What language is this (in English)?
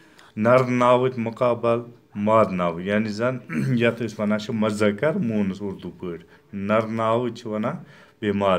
Kashmiri